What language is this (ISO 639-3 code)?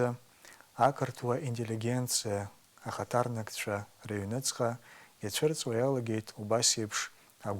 abk